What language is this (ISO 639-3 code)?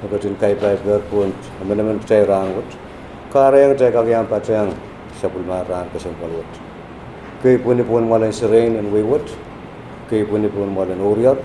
pon